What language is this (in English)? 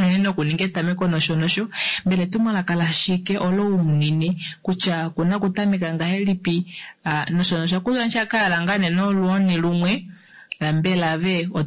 Kuanyama